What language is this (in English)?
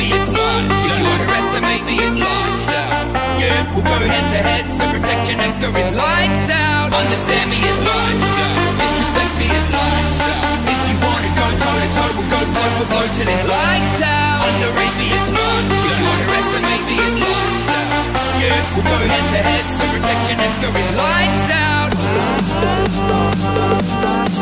English